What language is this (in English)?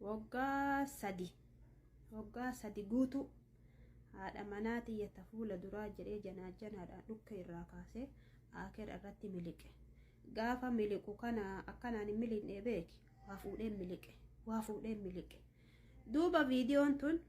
Oromo